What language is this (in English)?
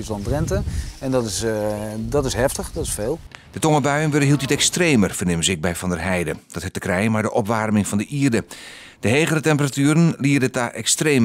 Western Frisian